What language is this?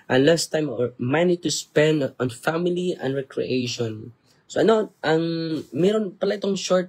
Filipino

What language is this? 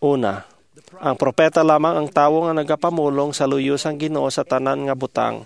Hiligaynon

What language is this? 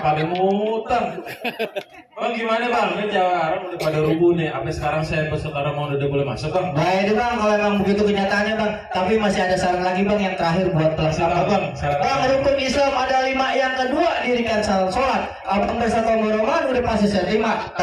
Betawi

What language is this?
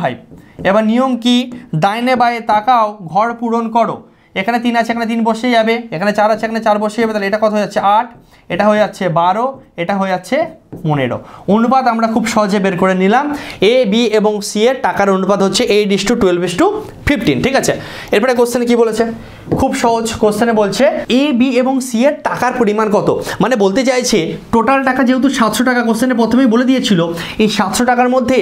Bangla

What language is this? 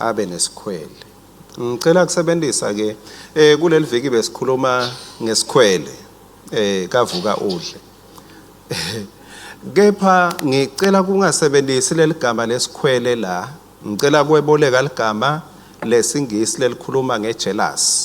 Swati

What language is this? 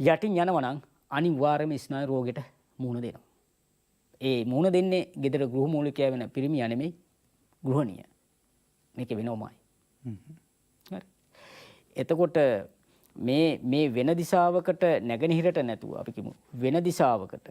Sinhala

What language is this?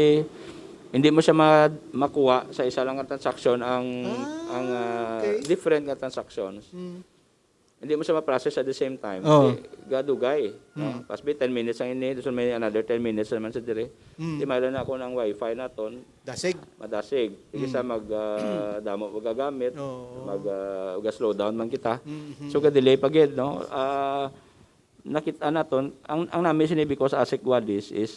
Hiligaynon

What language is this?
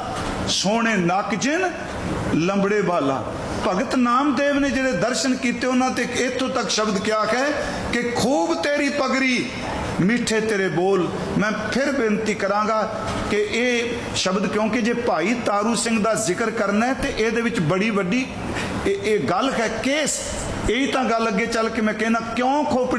Punjabi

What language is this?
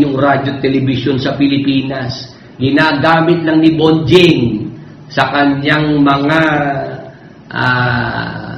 Filipino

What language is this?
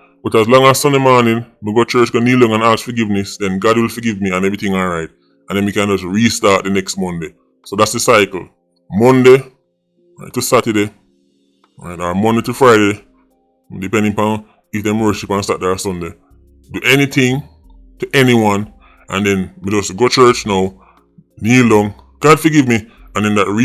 Jamaican Creole English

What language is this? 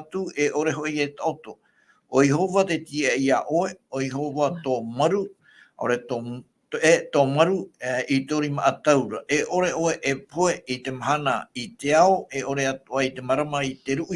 Tahitian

